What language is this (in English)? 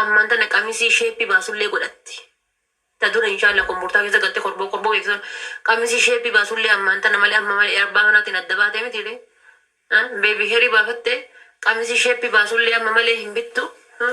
Oromo